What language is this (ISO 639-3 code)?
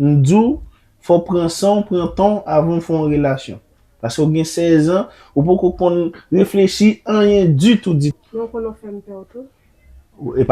hat